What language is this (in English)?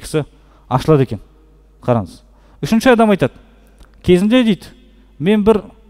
Kazakh